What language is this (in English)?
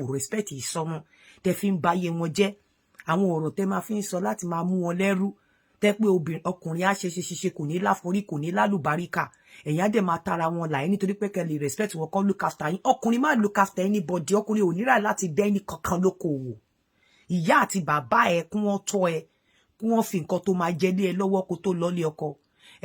Yoruba